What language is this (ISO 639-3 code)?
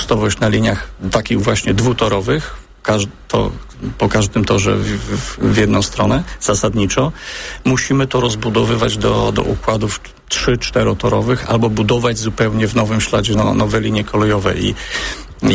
pol